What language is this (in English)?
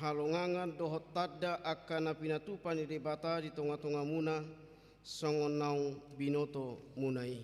Batak Toba